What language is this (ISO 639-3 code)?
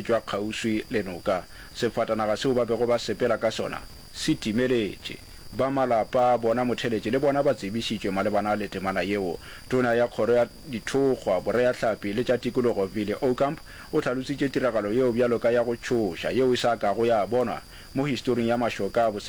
nso